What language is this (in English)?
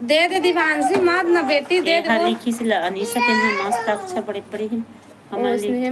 Chhattisgarhi